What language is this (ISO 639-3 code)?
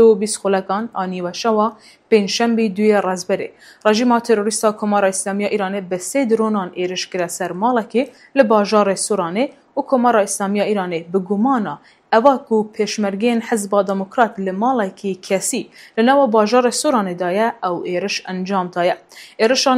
kur